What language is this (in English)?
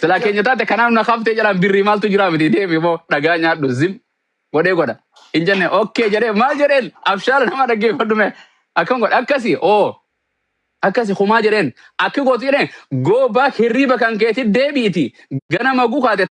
Oromo